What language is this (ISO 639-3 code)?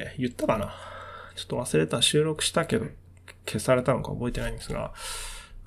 jpn